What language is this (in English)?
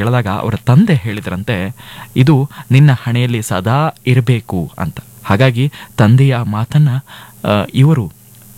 Kannada